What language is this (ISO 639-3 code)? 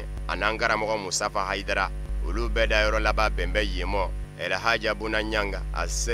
bam